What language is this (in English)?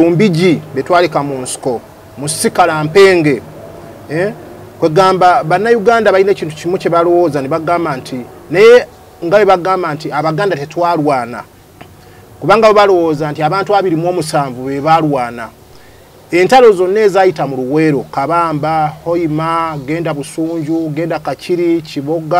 Ganda